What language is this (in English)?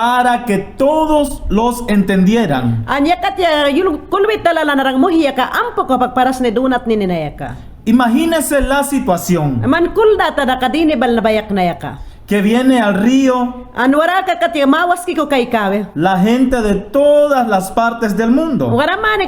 Mayangna